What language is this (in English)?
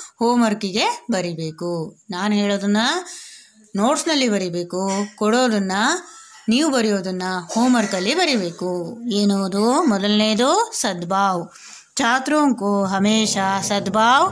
Kannada